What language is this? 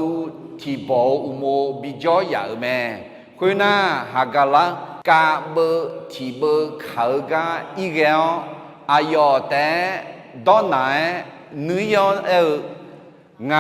Akha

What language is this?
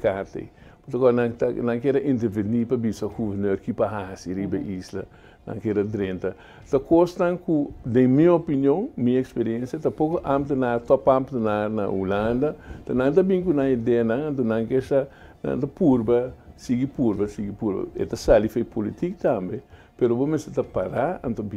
Papiamento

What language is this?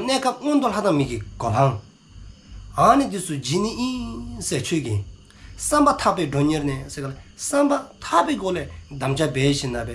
Dzongkha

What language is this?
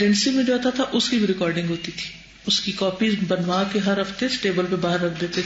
Urdu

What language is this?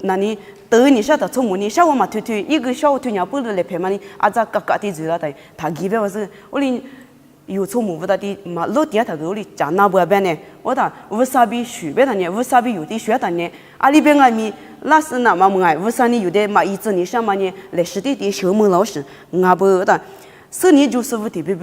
Lisu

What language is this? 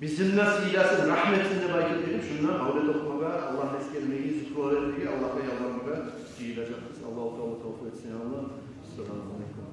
Kumyk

